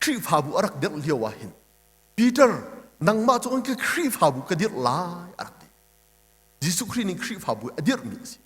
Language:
Hakha Chin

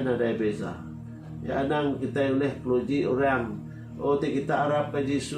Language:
Iban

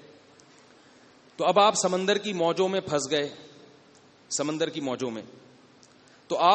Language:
Urdu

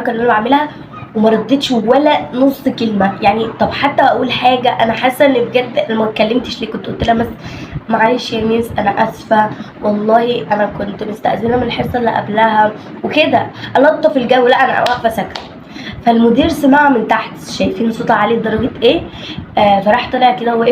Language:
Egyptian Arabic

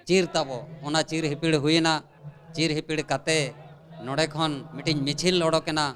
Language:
Santali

